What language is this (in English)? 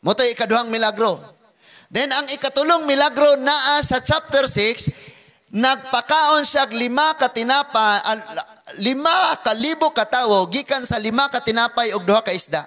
Cebuano